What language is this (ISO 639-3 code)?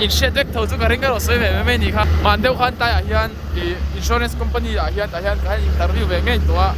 lus